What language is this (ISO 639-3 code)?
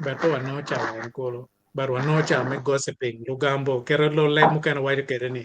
ach